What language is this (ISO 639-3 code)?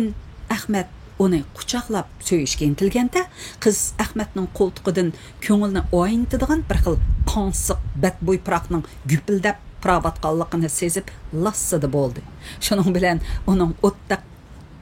uig